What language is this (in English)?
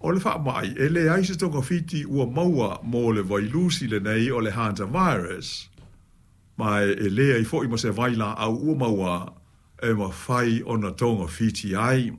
Samoan